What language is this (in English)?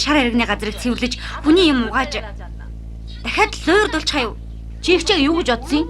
Mongolian